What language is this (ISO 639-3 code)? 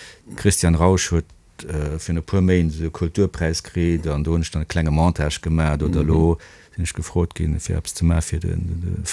ltz